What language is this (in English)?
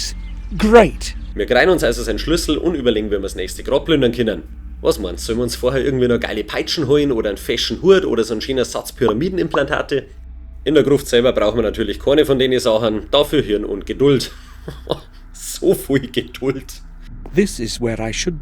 Bavarian